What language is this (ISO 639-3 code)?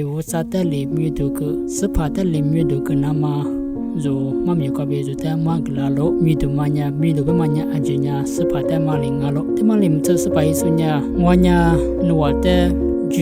lis